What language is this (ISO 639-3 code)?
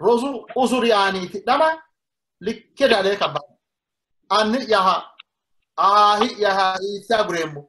sid